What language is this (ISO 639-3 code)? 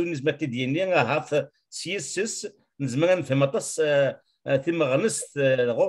kab